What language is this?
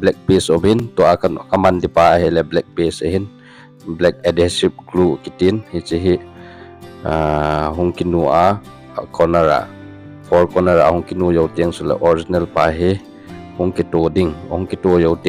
Thado Chin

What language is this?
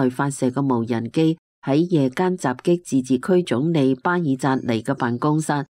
Cantonese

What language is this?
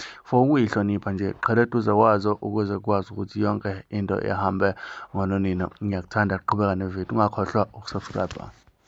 Zulu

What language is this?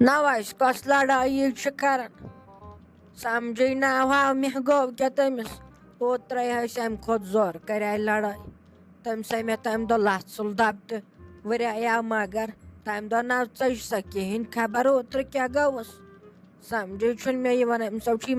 Kashmiri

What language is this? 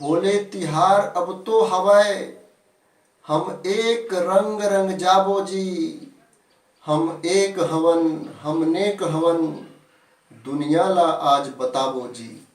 Chhattisgarhi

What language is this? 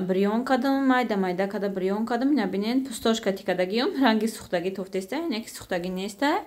Tajik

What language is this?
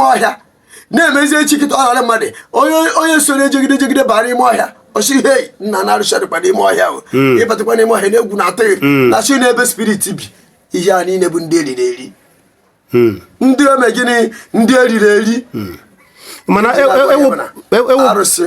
Igbo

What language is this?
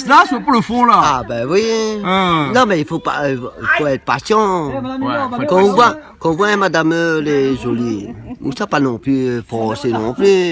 Réunion Creole French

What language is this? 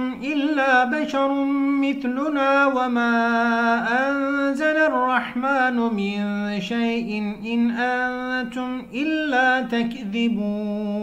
Arabic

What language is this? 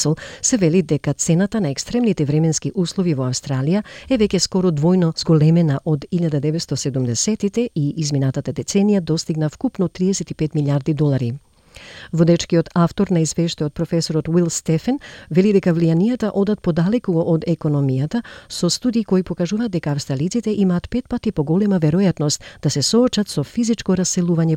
Macedonian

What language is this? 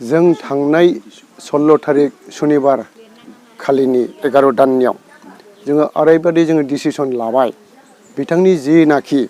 Bodo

